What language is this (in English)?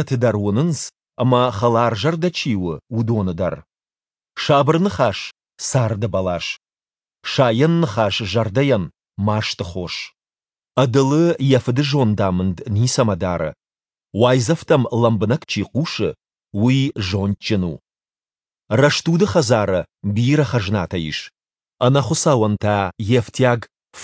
Ossetic